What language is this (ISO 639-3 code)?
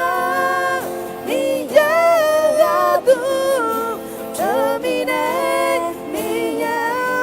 ahk